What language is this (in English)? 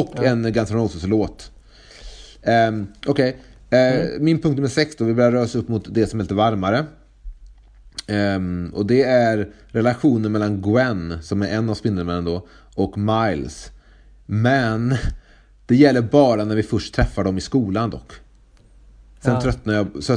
Swedish